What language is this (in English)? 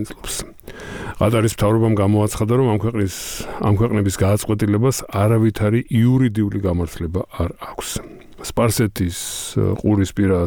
Georgian